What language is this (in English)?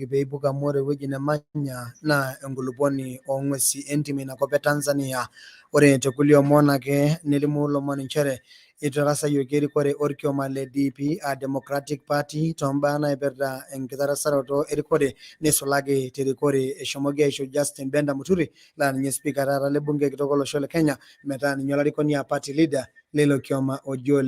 Masai